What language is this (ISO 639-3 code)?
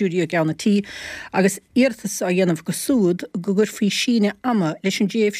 gle